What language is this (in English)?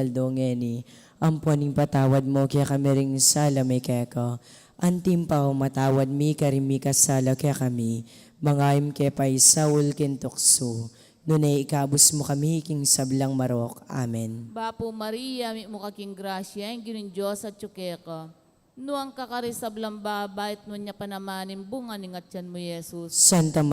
Pampanga